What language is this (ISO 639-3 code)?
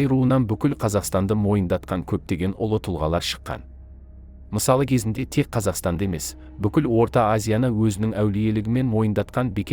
kaz